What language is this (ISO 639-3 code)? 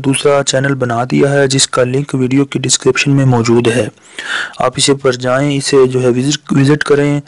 urd